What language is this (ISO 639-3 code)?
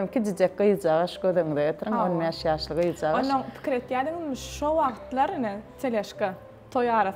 tuk